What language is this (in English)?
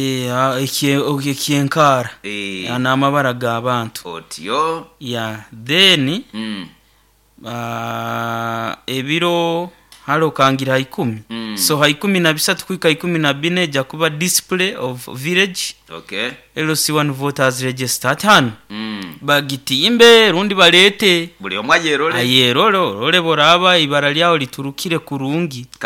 Nyoro